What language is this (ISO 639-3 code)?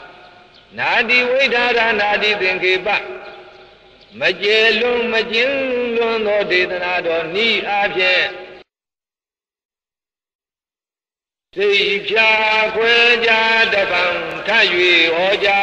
mya